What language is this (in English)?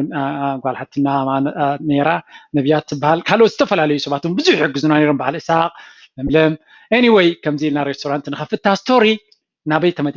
Tigrinya